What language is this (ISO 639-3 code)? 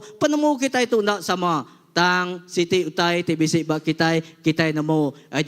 iba